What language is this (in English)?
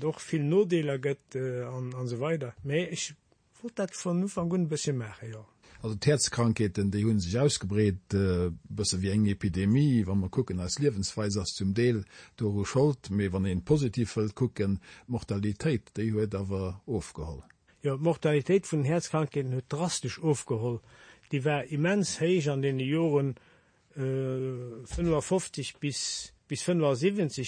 Luxembourgish